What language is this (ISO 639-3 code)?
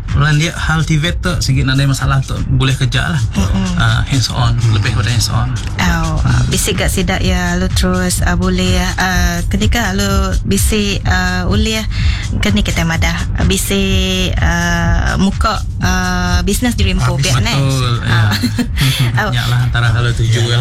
iba